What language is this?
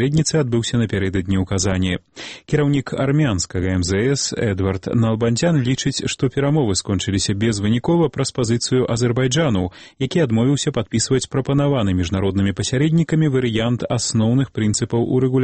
Belarusian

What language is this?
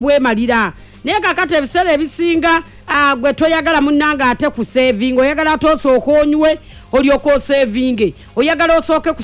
Ganda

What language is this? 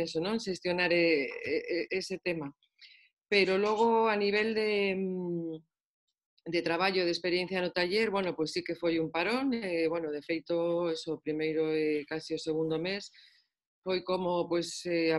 Galician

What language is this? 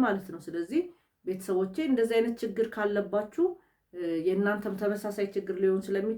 Amharic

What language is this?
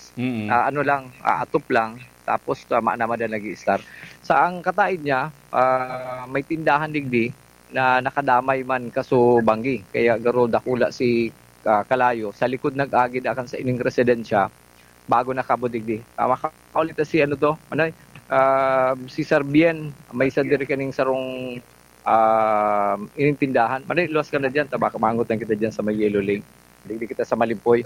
Bikol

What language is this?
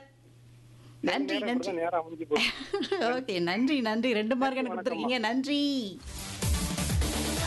Tamil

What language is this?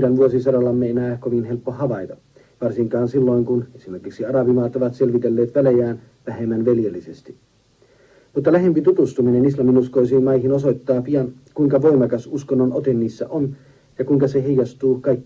Finnish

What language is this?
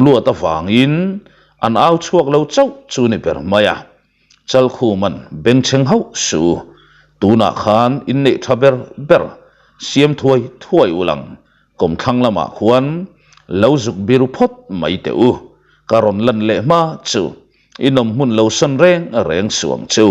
Mizo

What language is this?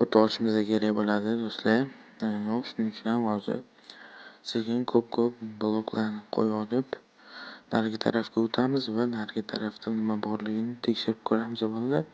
Uzbek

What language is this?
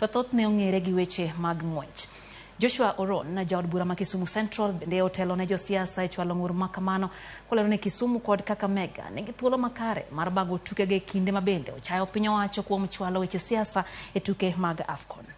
Luo (Kenya and Tanzania)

